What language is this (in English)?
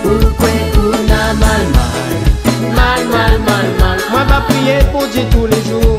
Réunion Creole French